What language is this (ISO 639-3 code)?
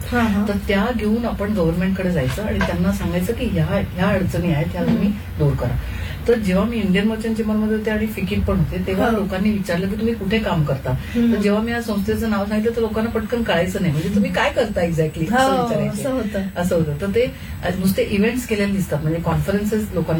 mar